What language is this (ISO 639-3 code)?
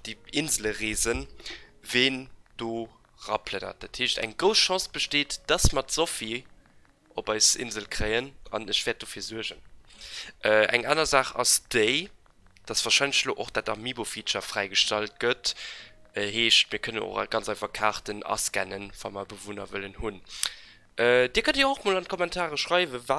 ltz